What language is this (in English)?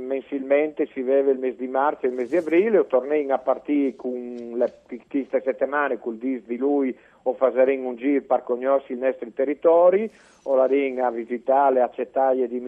Friulian